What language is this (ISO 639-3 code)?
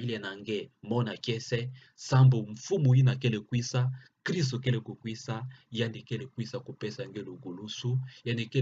ktu